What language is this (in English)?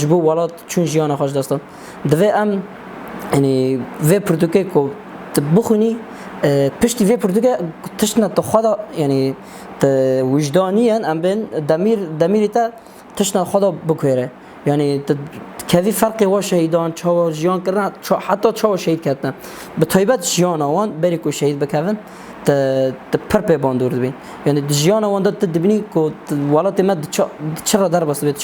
Kurdish